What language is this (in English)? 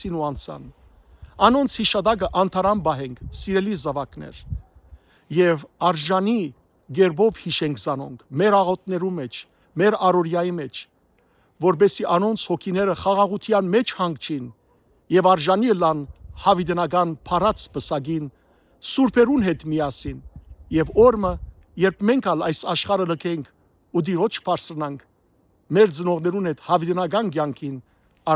Western Armenian